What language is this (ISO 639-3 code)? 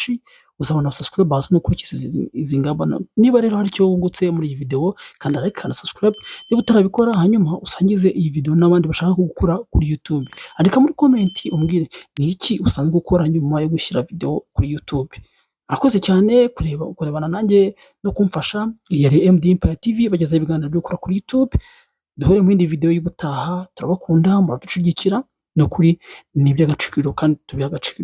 kin